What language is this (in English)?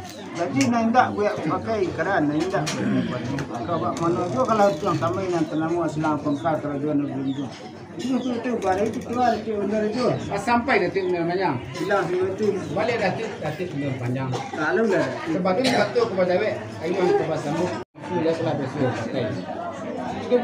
Minangkabau